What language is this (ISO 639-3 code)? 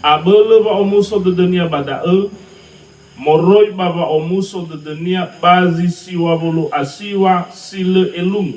nia